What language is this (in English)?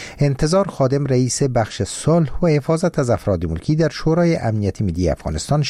Persian